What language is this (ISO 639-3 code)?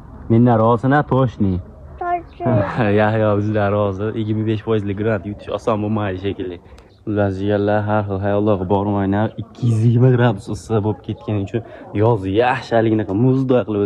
uzb